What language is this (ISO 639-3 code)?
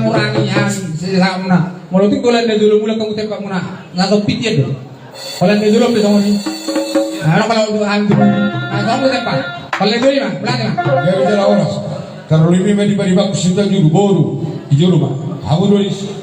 bbc